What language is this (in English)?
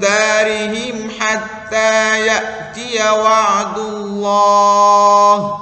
Divehi